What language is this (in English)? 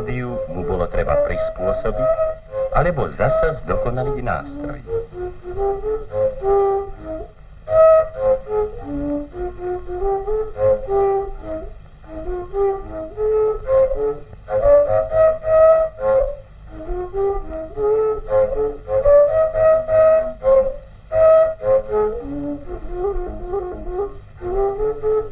Slovak